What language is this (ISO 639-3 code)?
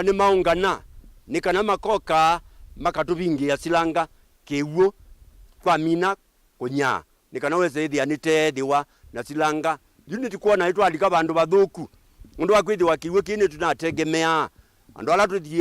kam